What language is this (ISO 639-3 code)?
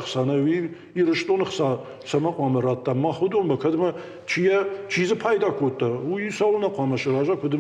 oss